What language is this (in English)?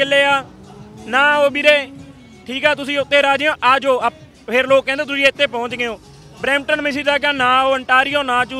Punjabi